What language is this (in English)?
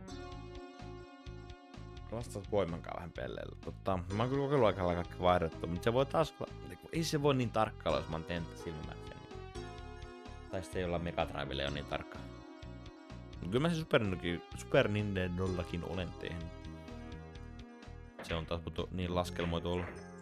Finnish